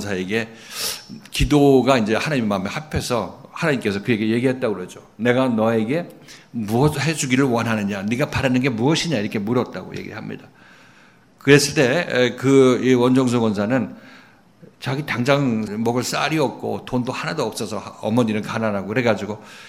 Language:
Korean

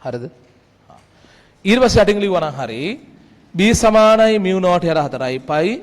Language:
Sinhala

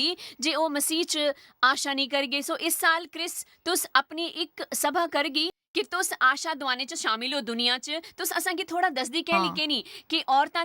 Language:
Dogri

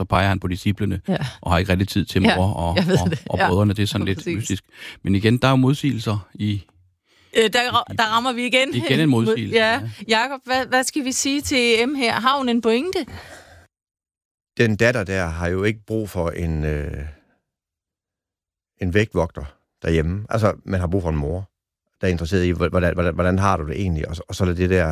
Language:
Danish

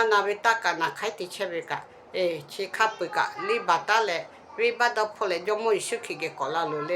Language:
Lahu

